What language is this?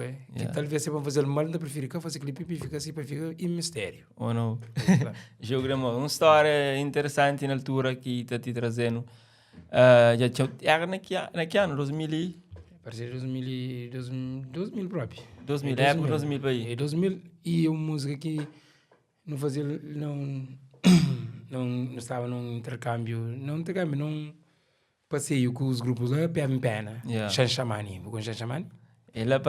Kabuverdianu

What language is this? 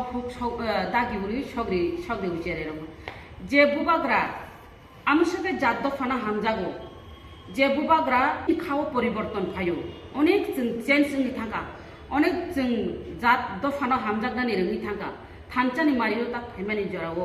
Kok Borok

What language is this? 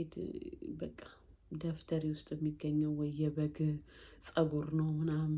Amharic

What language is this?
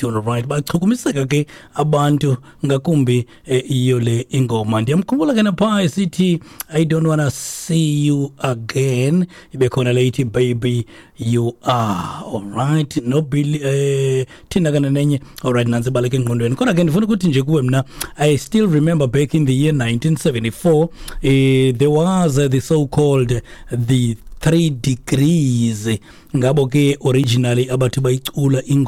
Xhosa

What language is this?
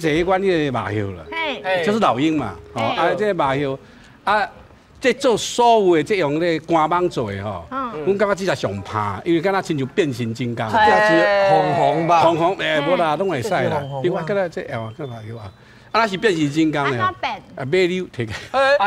Min Nan Chinese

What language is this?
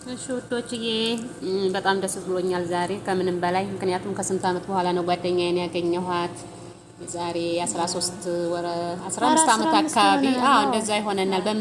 Amharic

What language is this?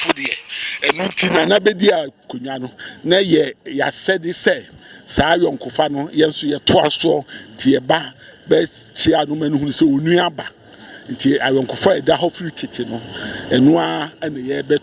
Akan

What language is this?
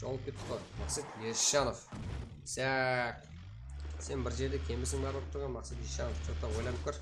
Kara-Kalpak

